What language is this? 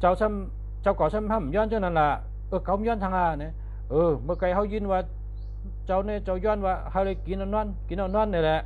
Shan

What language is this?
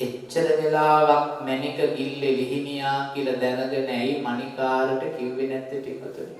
Sinhala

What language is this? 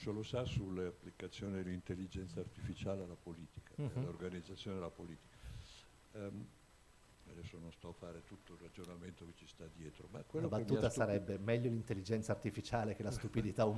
Italian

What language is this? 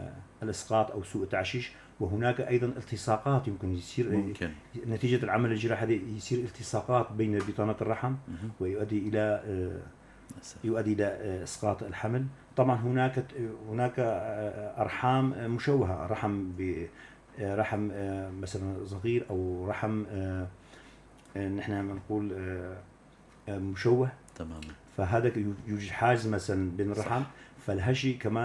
North Levantine Arabic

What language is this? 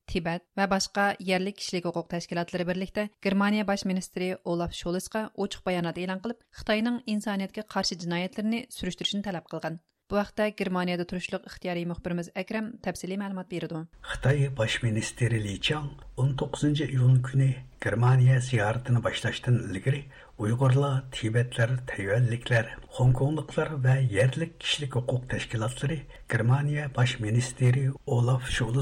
Uyghur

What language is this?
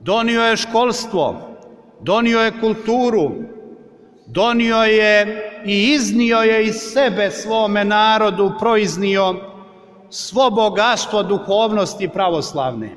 Serbian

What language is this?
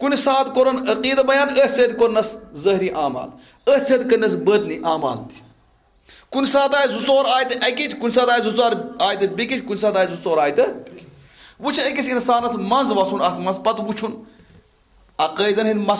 Kashmiri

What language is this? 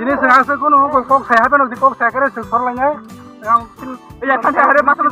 Kok Borok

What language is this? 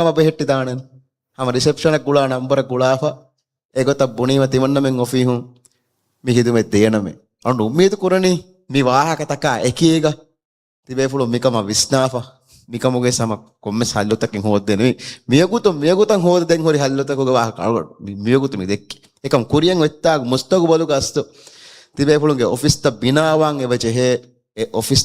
Divehi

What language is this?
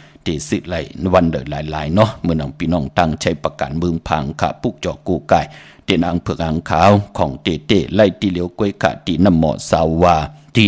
Shan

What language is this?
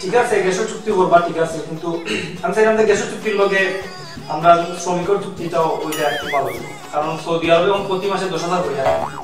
Sylheti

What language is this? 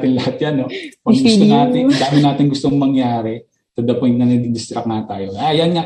Filipino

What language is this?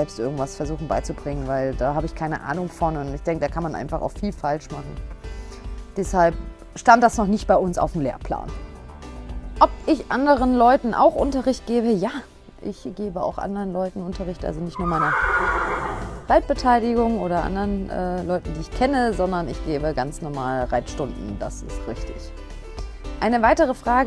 German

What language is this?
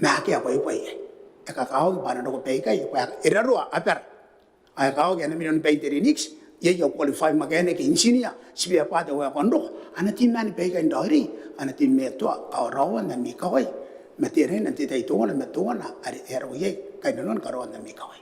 Gilbertese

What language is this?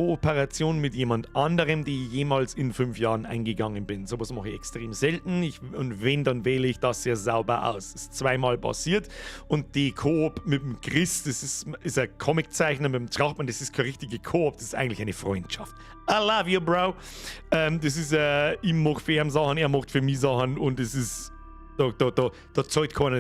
Bavarian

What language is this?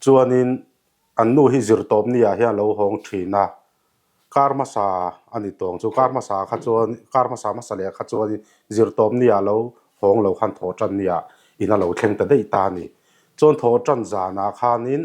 Mizo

